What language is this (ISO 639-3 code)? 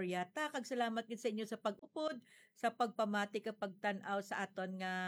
hil